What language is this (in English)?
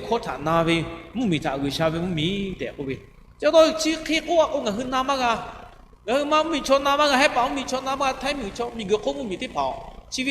Lahu